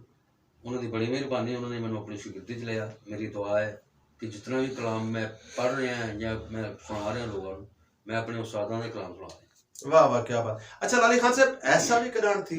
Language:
Western Panjabi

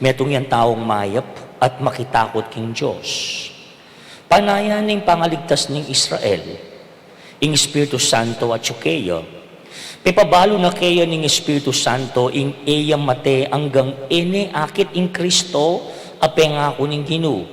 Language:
Pampanga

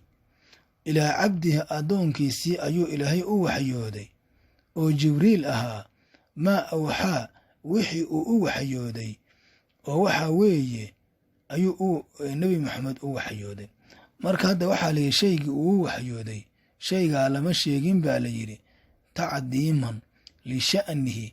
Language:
Somali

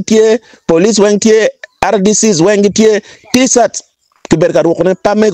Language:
Acoli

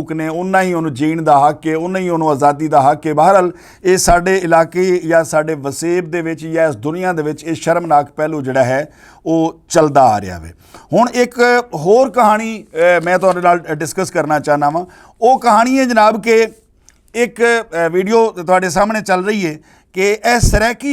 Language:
Western Panjabi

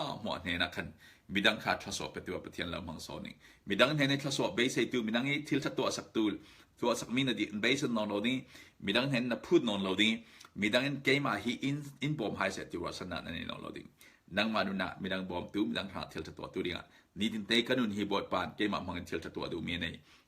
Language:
Falam Chin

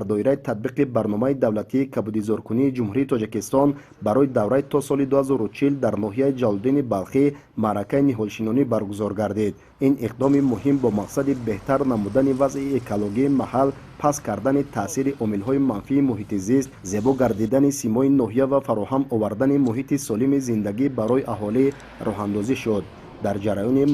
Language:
Tajik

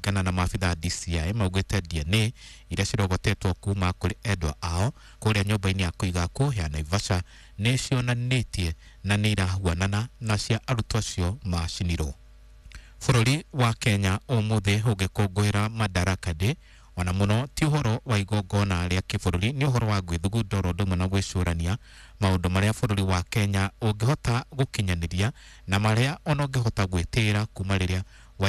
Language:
Kikuyu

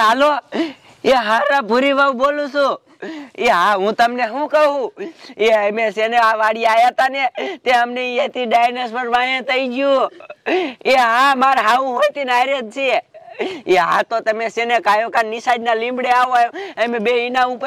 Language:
Gujarati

